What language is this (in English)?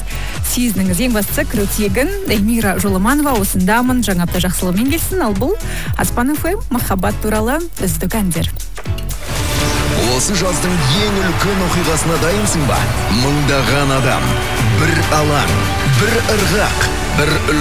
Kazakh